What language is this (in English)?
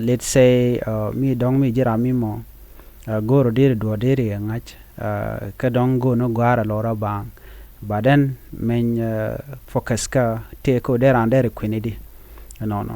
Nuer